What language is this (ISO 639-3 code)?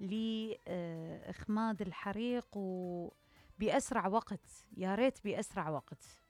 acm